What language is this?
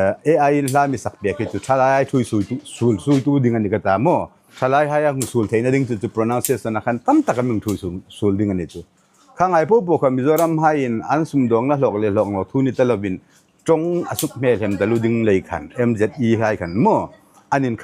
Hmar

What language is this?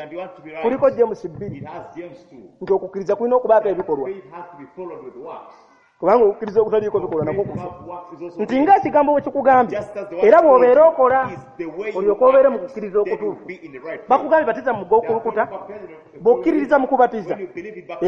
Ganda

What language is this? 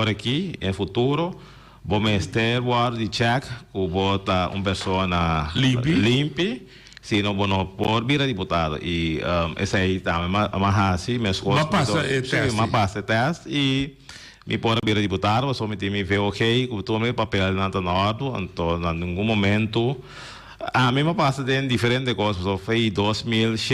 Papiamento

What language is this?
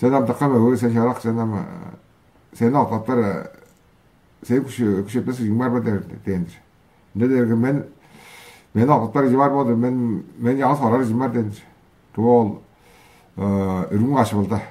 Tuvinian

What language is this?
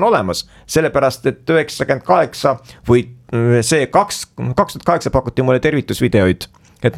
Estonian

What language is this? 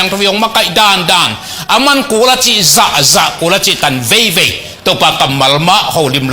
Tedim Chin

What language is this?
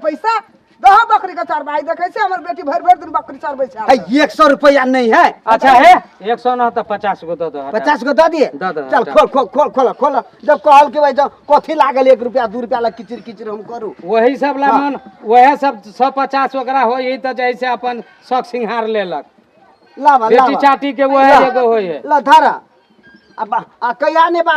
Maithili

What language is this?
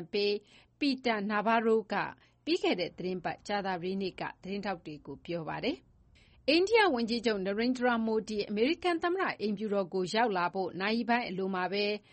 Burmese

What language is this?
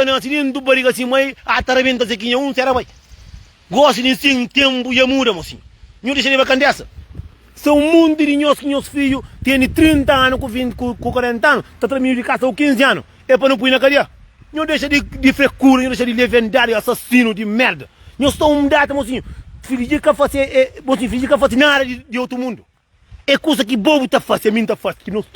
Kabuverdianu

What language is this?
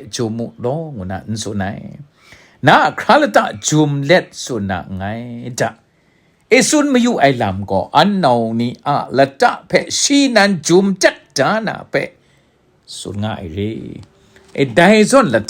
Kachin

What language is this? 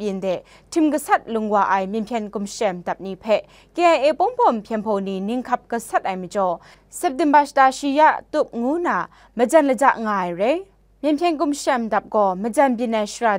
Kachin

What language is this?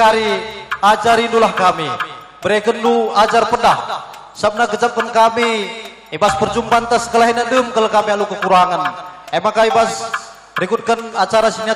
Batak Karo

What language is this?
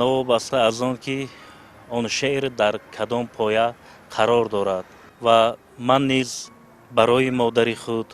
Tajik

